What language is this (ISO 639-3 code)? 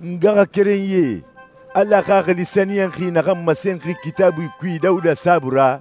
sus